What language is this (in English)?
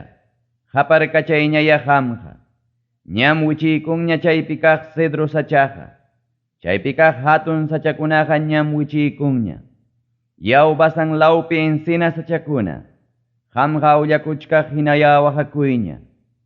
Ayacucho Quechua